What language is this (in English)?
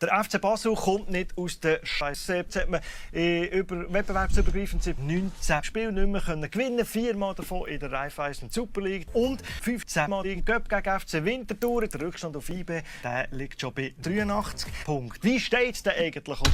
Swiss German